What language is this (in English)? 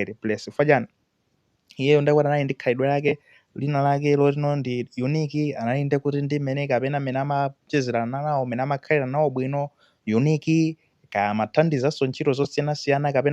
Nyanja